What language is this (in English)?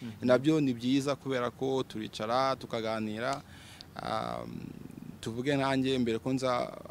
Kinyarwanda